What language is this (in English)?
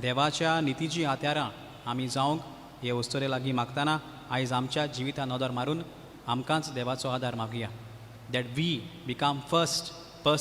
Konkani